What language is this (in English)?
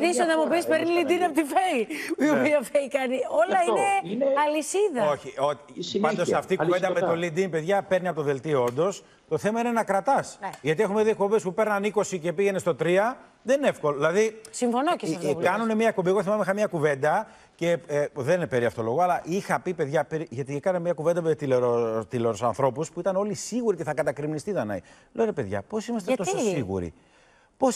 Greek